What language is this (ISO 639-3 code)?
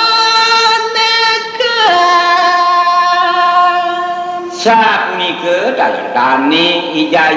ban